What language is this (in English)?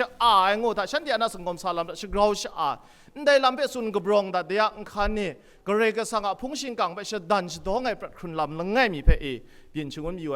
Kachin